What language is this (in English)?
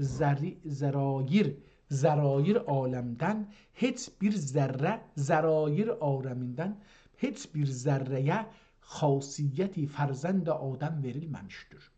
South Azerbaijani